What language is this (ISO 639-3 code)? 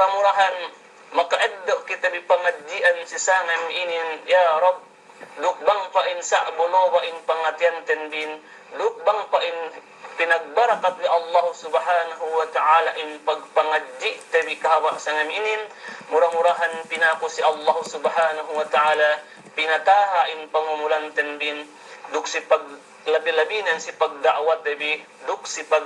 yka